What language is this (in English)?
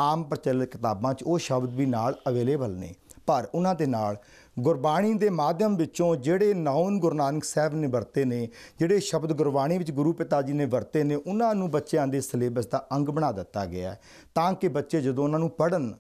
Punjabi